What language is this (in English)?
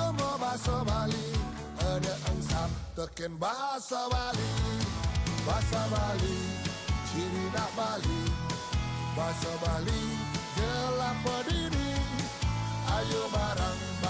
Balinese